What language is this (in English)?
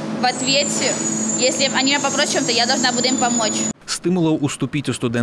Belarusian